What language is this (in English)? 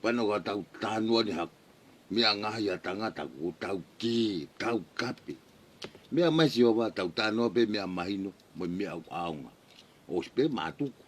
Tongan